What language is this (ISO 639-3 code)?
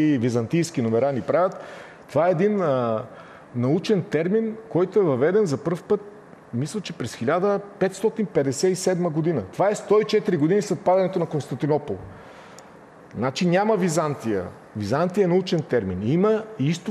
bul